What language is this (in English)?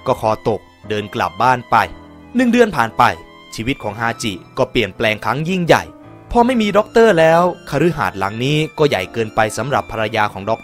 Thai